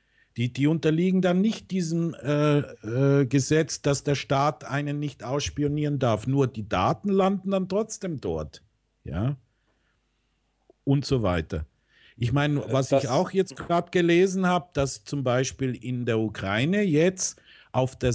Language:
German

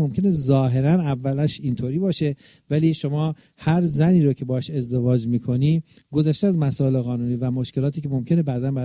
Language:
Persian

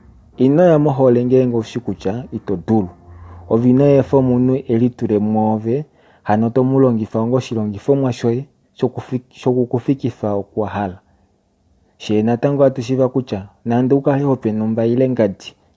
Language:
Kuanyama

